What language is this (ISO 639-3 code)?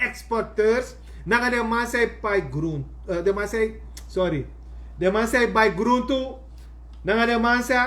srn